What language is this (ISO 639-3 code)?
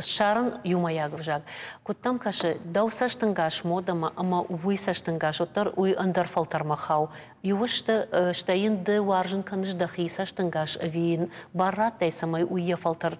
oss